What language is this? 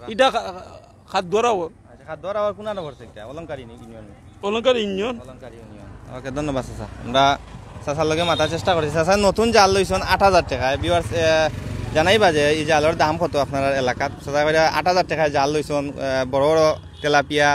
Sylheti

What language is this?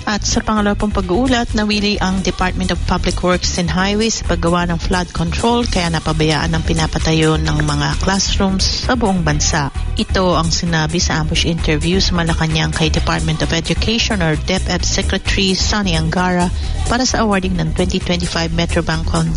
Filipino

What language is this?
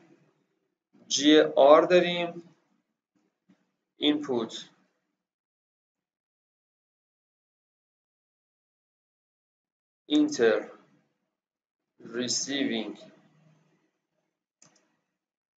Persian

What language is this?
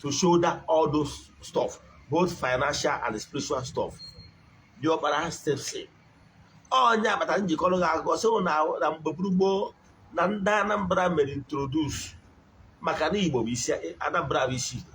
Igbo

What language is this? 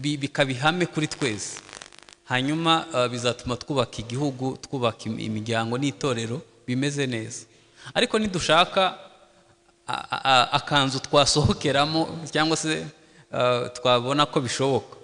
Kinyarwanda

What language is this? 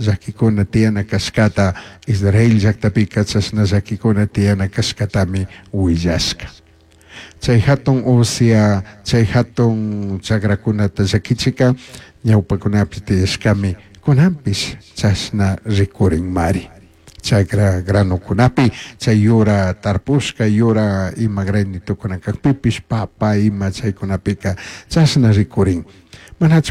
Chimborazo Highland Quichua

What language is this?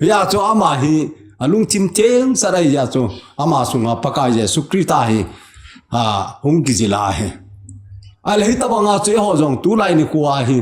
Thado Chin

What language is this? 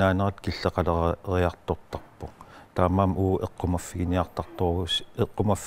Kalaallisut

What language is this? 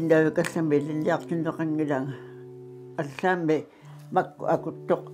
Kalaallisut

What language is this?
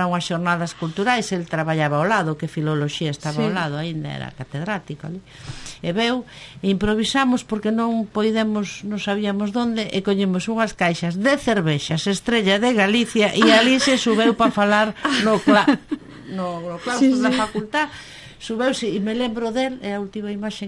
Galician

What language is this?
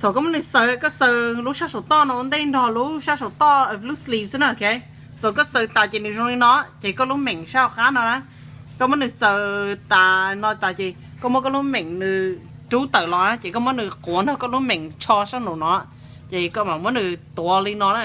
Hmong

